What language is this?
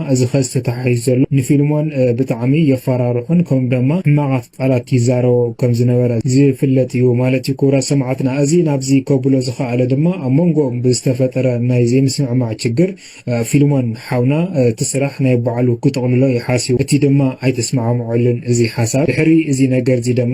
Tigrinya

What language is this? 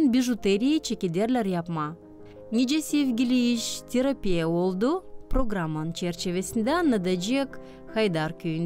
Gagauz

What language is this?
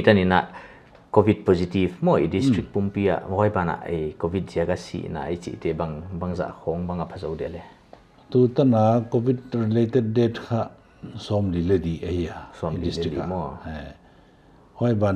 Paite Chin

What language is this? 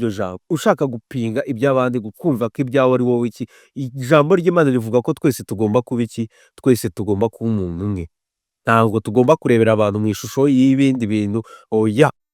Kinyarwanda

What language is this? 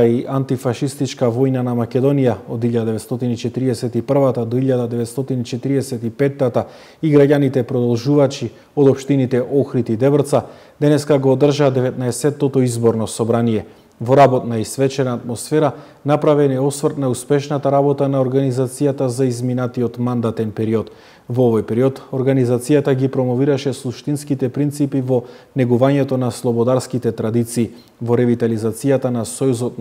Macedonian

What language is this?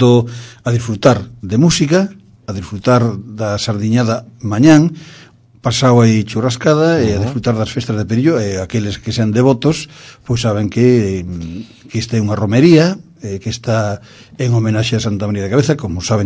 Galician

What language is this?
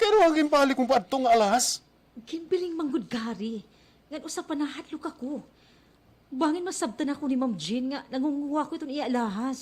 Waray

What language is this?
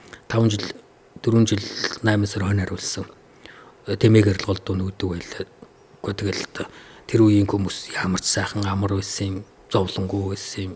Mongolian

